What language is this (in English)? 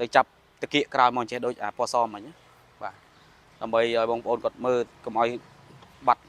Khmer